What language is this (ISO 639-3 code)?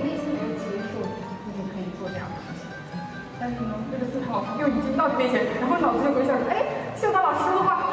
zho